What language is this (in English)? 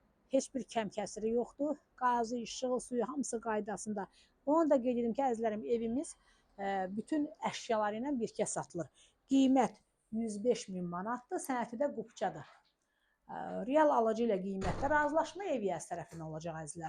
Azerbaijani